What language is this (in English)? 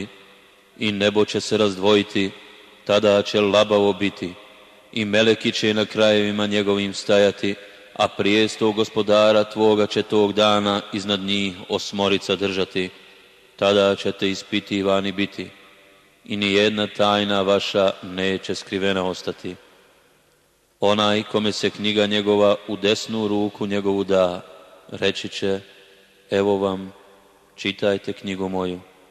Bosnian